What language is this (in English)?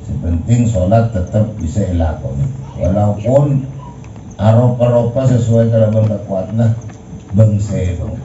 Madurese